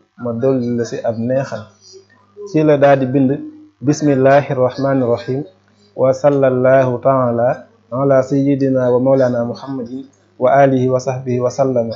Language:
Wolof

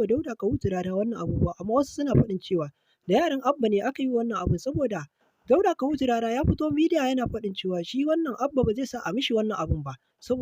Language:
Hausa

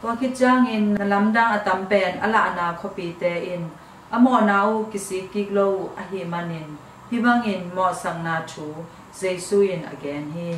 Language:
Tedim Chin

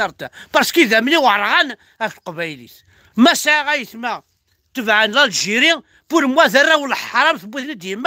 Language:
Kabyle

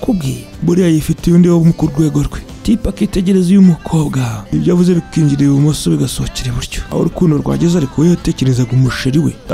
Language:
Kinyarwanda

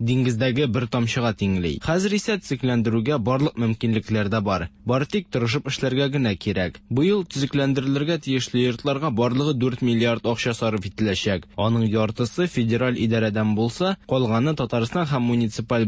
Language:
Tatar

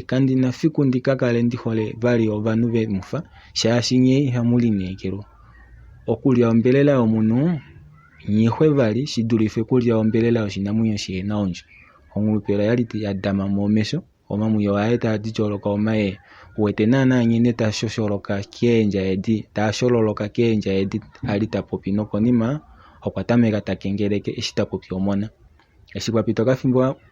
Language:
Kuanyama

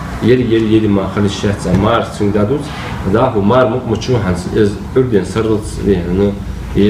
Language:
Ingush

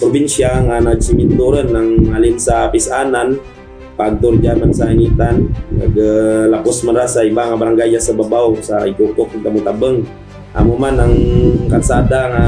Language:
Kinaray-a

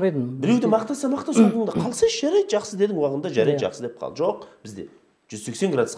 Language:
Kazakh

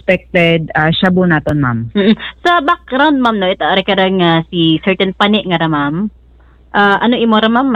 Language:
Hiligaynon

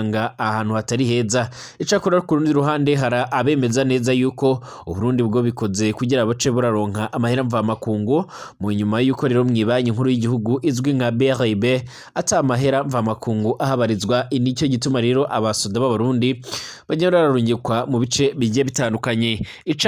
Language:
Rundi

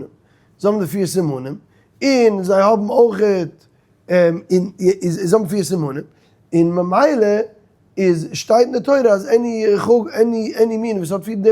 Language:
Yiddish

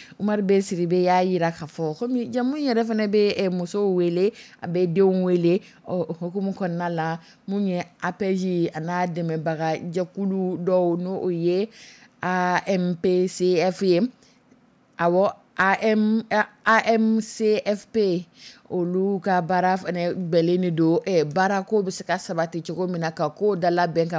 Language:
Dyula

